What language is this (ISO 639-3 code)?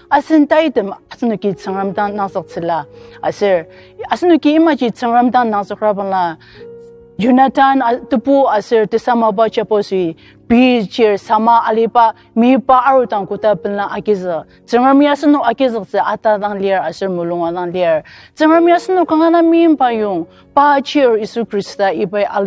njo